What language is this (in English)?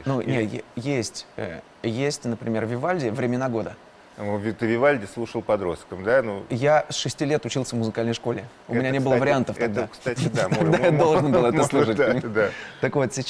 Russian